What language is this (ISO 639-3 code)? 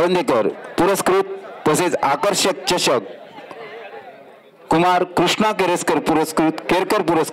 mar